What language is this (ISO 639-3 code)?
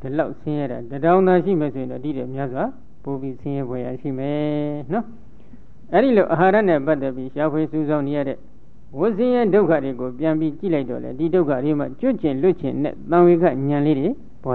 mya